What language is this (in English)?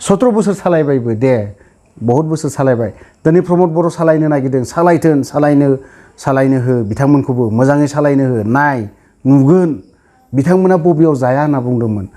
Bodo